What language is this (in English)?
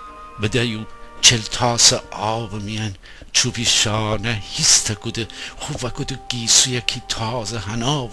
Gilaki